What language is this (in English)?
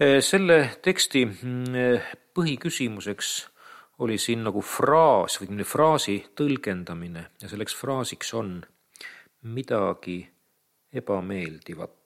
Estonian